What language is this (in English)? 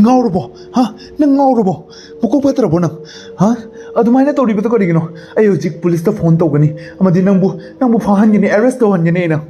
Manipuri